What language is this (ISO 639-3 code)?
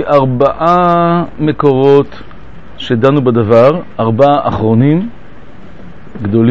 heb